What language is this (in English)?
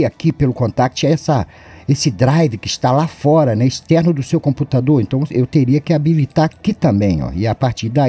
Portuguese